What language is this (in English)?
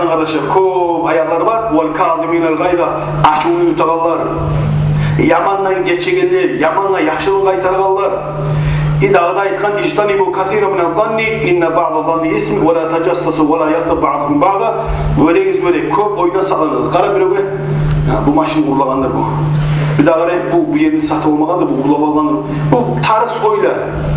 Kumyk